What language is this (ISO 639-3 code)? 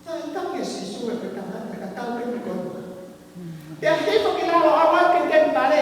ton